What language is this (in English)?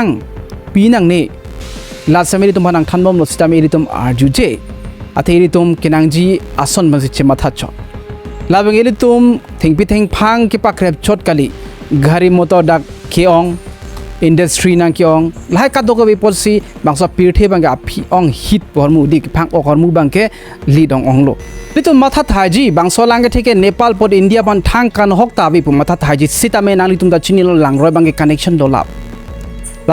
Karbi